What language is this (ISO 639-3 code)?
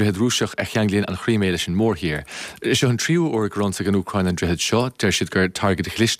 gle